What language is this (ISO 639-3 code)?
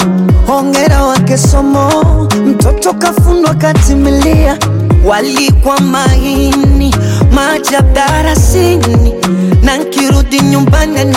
swa